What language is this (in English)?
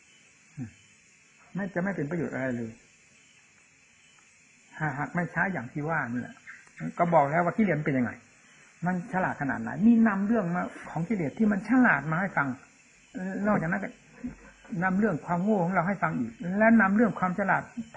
Thai